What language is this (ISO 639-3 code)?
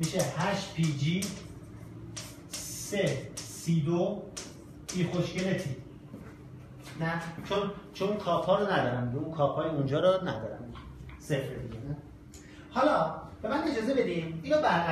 fas